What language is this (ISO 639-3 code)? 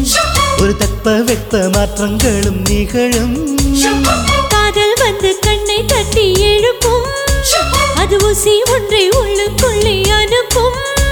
tam